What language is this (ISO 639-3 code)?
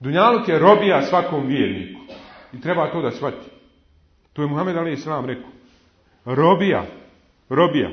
bos